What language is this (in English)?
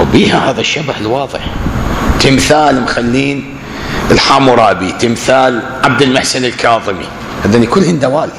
Mesopotamian Arabic